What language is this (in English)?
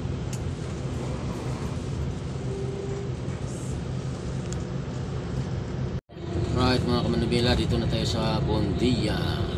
Filipino